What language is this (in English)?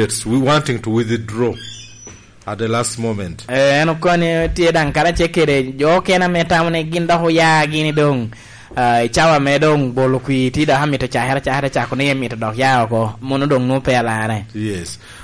Lango (Uganda)